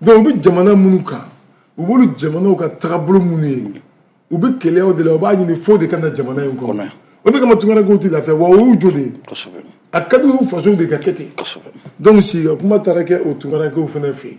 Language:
Bambara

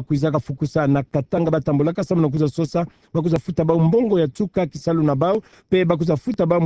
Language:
Kituba (Democratic Republic of Congo)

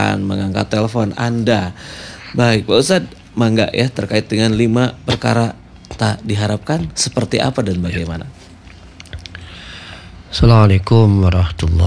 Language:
Indonesian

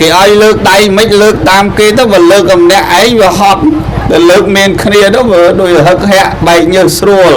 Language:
Khmer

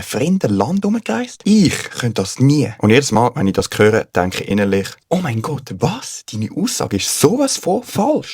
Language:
Swiss German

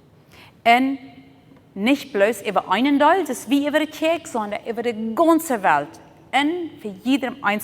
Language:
Plautdietsch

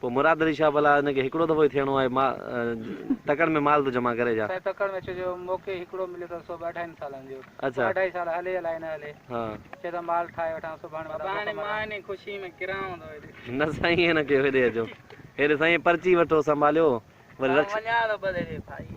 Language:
Sindhi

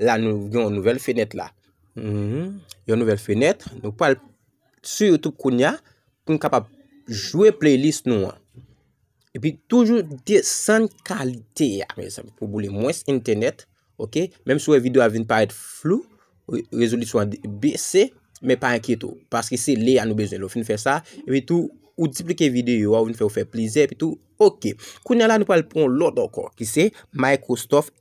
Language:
Haitian Creole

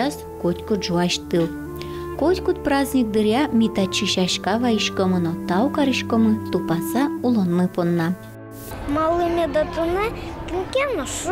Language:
Udmurt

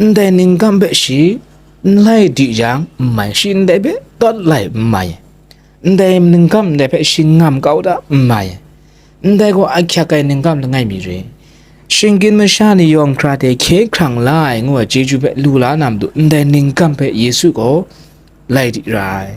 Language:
Kachin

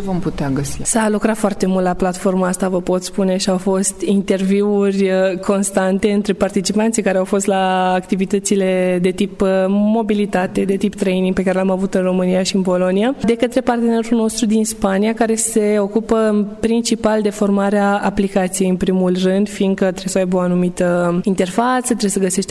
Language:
Romanian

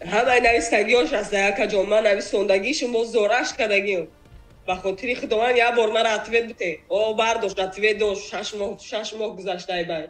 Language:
Tajik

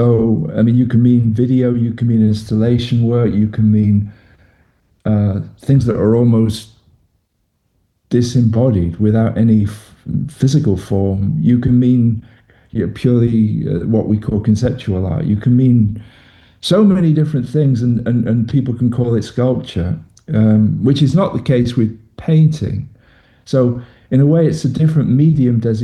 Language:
English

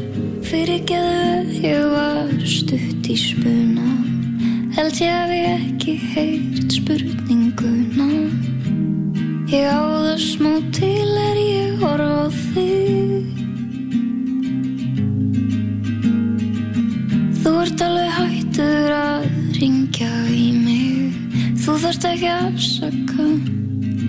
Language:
Icelandic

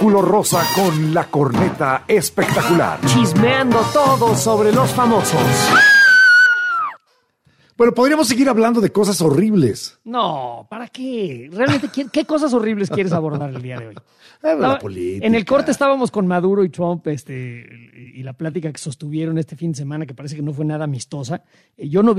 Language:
Spanish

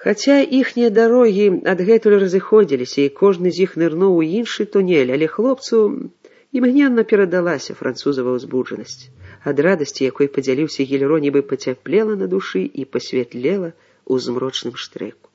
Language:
Belarusian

